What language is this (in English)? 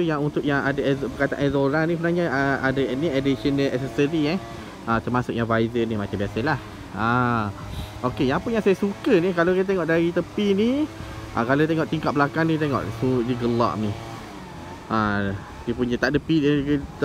Malay